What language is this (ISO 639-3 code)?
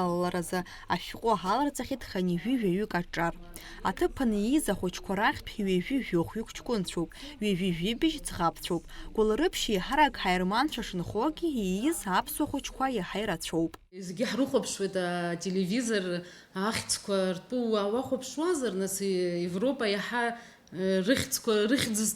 abk